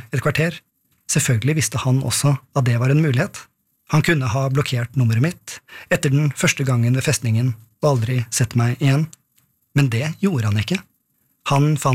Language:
Norwegian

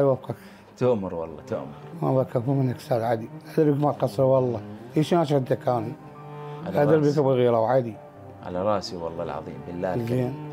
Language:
Mesopotamian Arabic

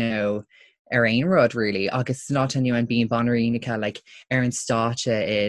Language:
Irish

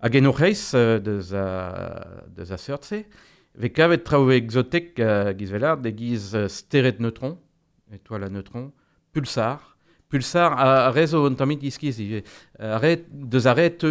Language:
Breton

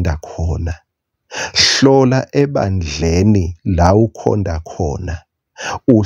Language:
Swati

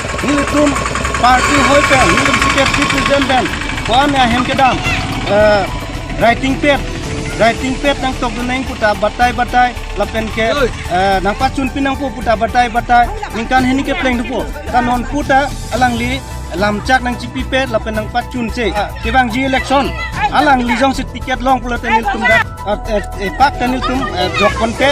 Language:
Karbi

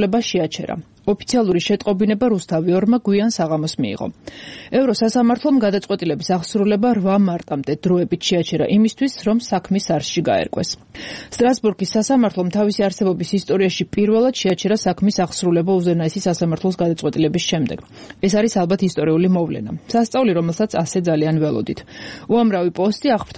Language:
Georgian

